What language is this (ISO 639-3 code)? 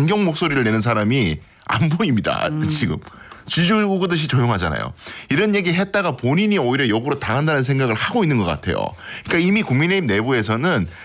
kor